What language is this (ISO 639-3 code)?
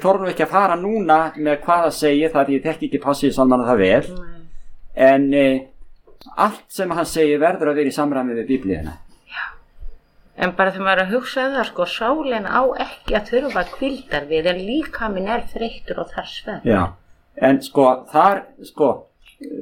isl